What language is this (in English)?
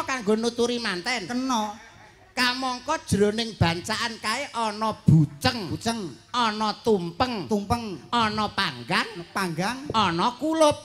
Javanese